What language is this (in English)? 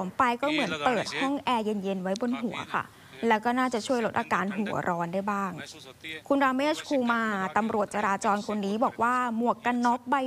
Thai